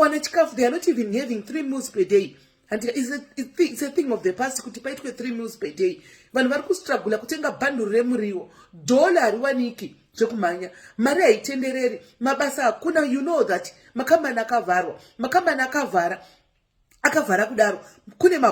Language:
Shona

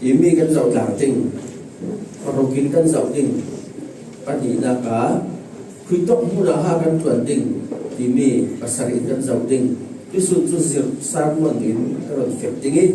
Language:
Falam Chin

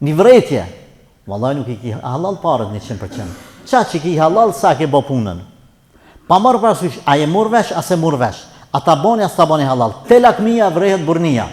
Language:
Albanian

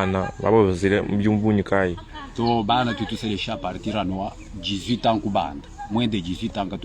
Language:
Luba-Lulua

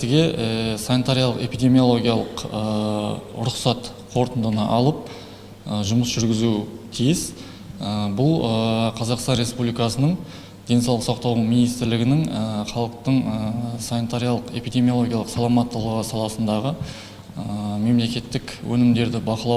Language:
Kazakh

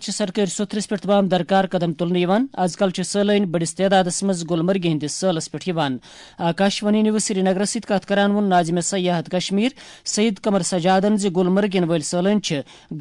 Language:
Kashmiri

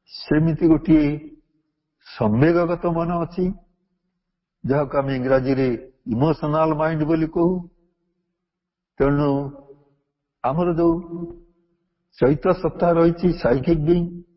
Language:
Odia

